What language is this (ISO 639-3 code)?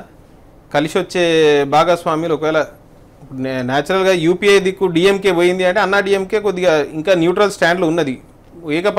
tel